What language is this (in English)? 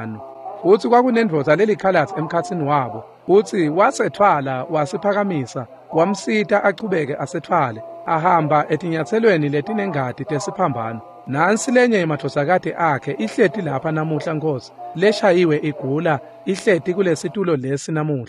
Swati